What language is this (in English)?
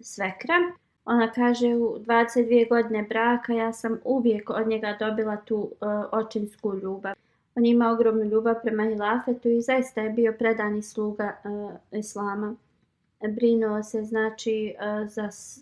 Bosnian